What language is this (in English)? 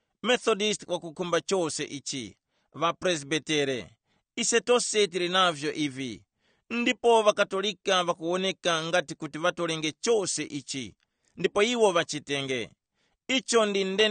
Tumbuka